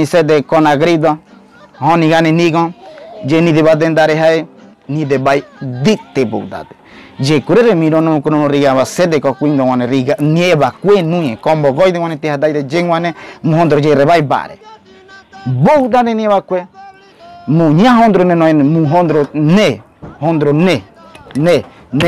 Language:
Ngäbere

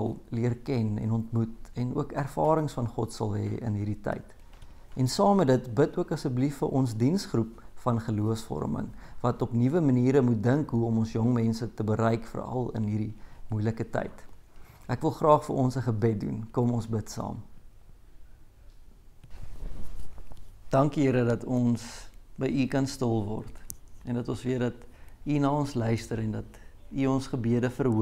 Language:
Afrikaans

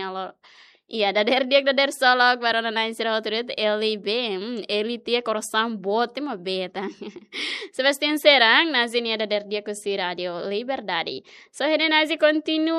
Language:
Tetum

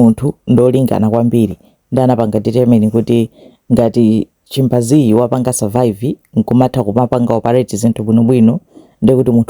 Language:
Nyanja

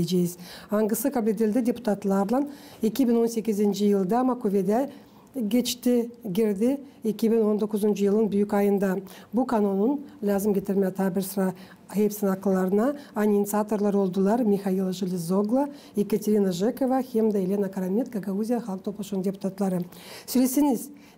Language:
Gagauz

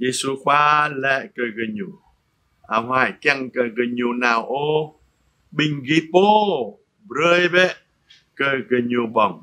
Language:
Jarai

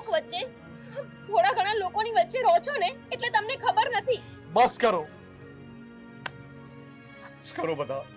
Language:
Gujarati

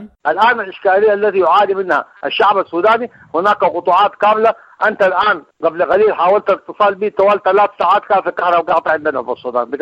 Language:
Sudanese Arabic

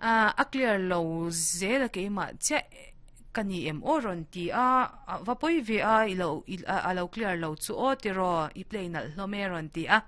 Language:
Mizo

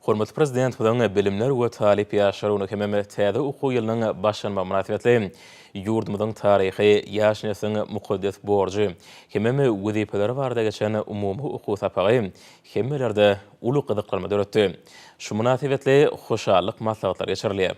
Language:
Turkmen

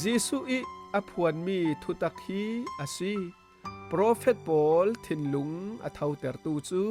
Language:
Falam Chin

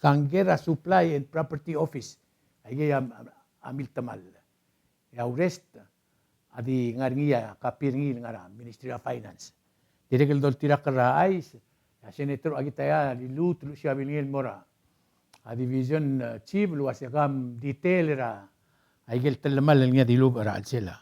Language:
Palauan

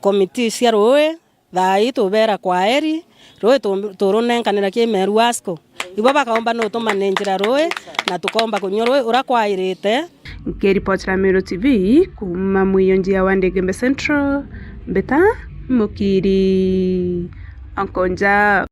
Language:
Meru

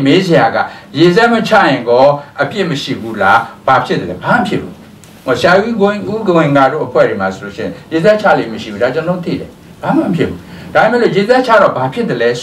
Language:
Burmese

